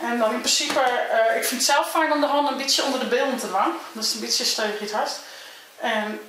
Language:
Western Frisian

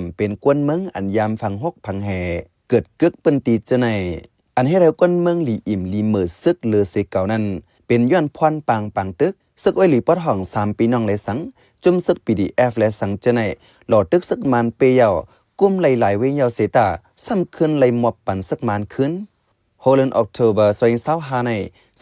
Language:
Shan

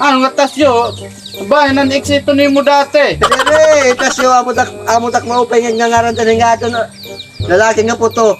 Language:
Waray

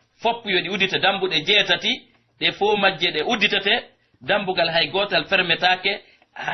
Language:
Pular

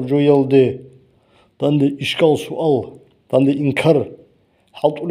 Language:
Avaric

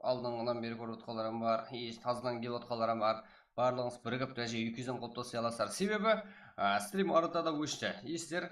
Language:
Kara-Kalpak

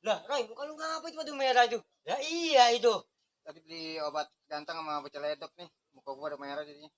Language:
Betawi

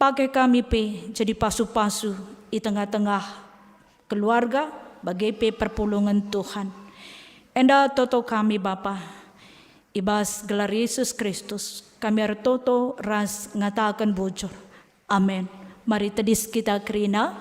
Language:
Batak Karo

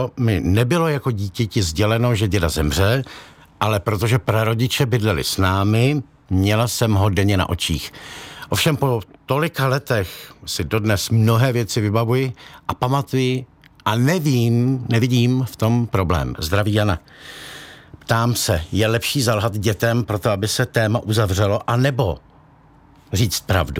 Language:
Czech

